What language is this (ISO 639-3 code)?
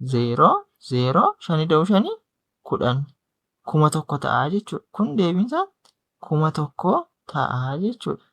orm